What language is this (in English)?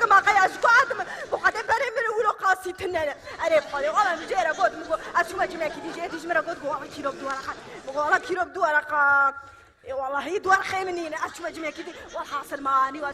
Kurdish